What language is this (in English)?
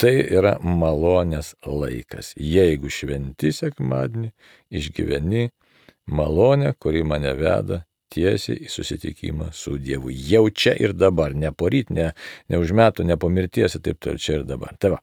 Lithuanian